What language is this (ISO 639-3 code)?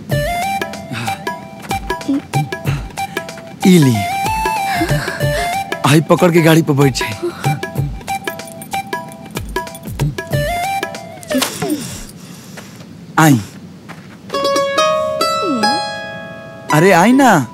bho